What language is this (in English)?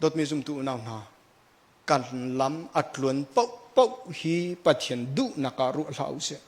Hakha Chin